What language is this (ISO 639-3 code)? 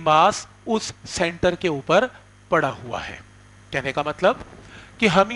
hin